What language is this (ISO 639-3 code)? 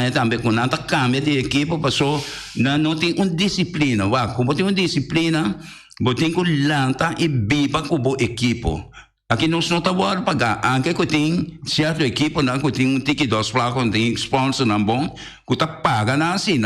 pap